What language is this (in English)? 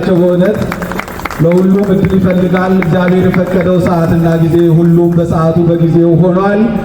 Amharic